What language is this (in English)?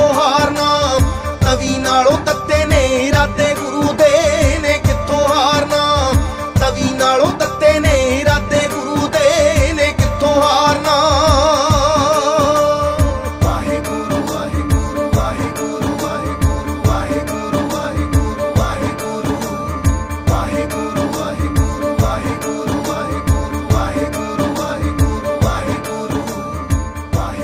Punjabi